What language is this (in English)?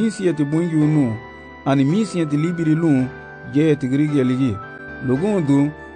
Garifuna